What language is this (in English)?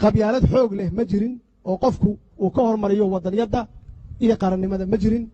Somali